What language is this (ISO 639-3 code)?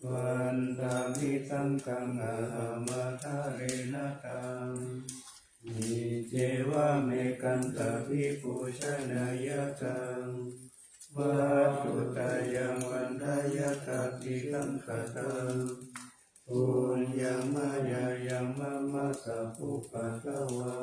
pli